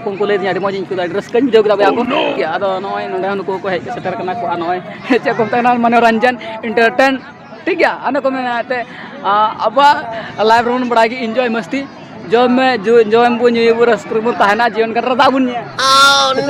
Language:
Santali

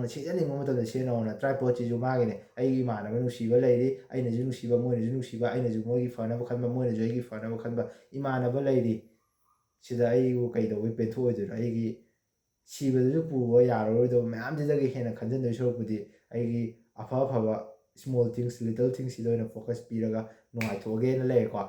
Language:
Manipuri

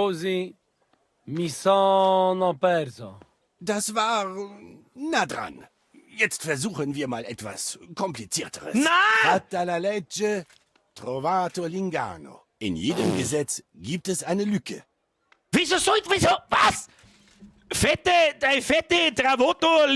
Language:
Bavarian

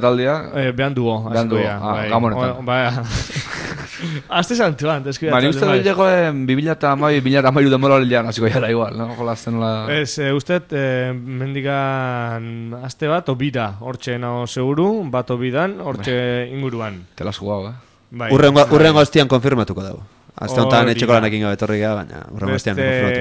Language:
Basque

